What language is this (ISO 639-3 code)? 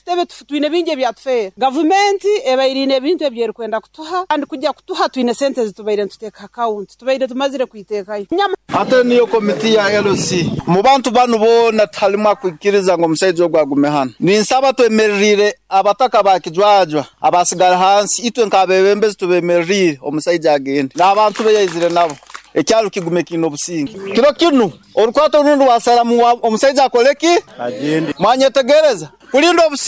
nyo